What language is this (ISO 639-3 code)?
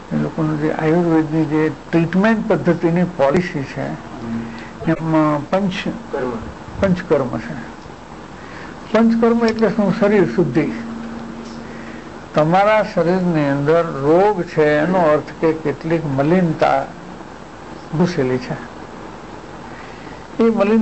guj